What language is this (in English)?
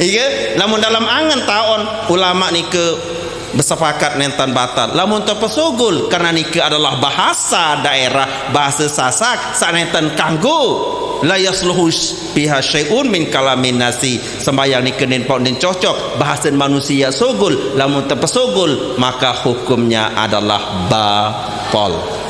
Sasak